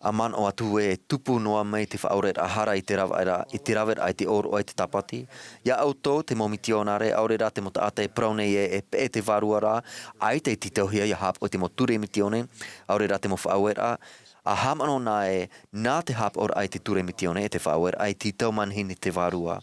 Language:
Tahitian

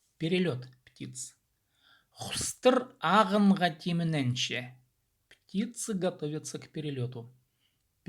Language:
Khakas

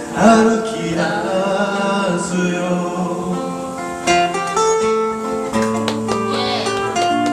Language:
Japanese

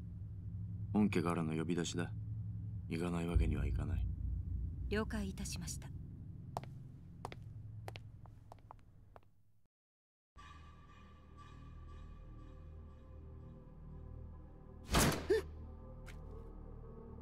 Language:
Japanese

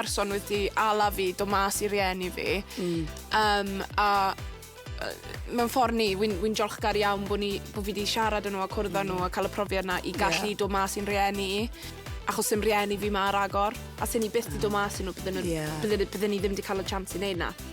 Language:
Welsh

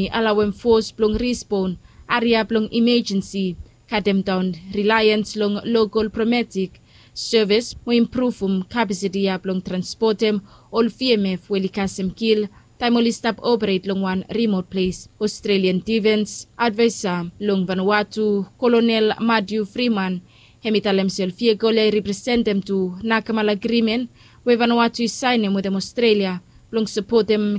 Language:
Bislama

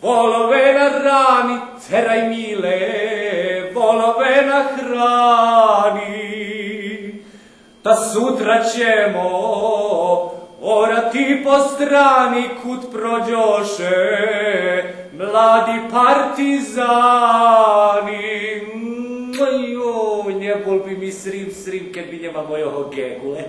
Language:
Rusyn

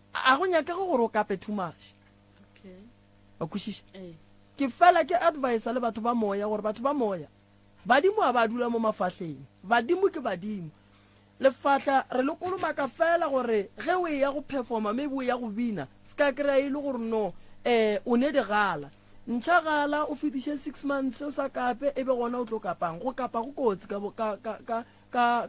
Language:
Northern Sotho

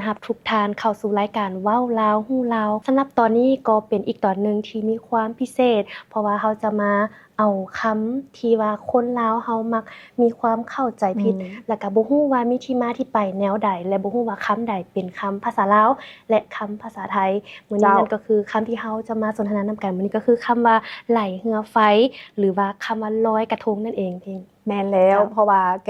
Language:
Lao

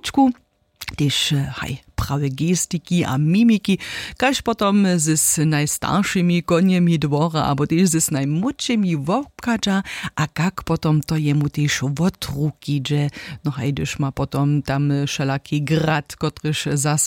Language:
Upper Sorbian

